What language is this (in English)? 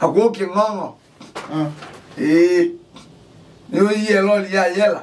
Kamba